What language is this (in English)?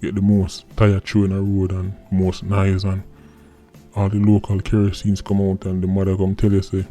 Jamaican Creole English